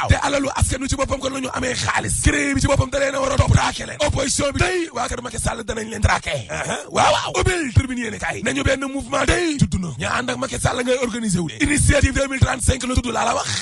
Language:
Wolof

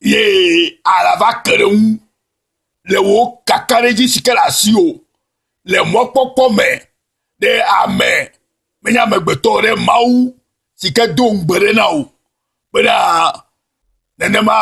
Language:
Ewe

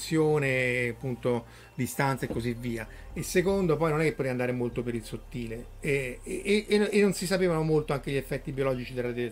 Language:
Italian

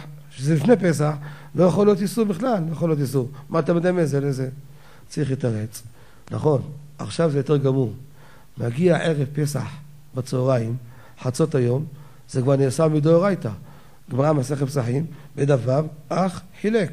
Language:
Hebrew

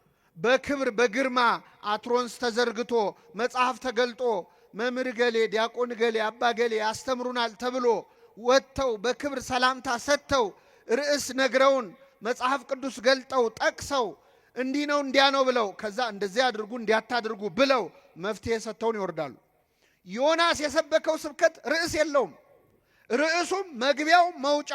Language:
Amharic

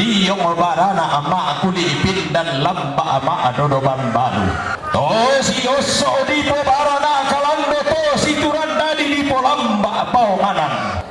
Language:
Toraja-Sa'dan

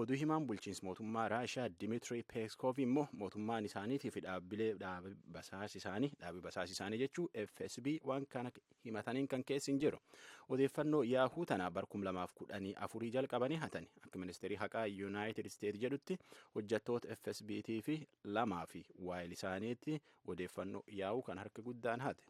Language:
Oromo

